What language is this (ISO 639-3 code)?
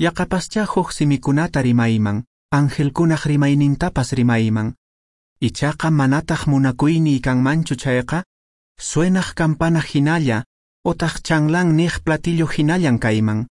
que